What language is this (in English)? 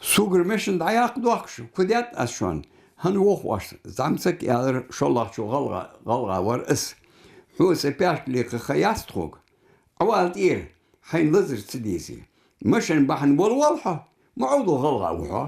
Ingush